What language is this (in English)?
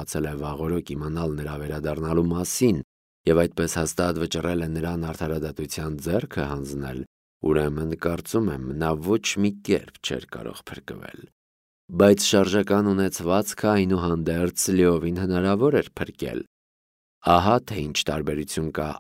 Armenian